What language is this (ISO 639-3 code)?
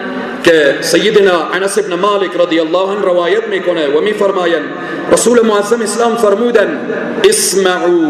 fas